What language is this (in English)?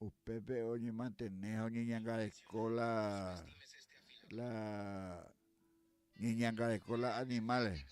Guarani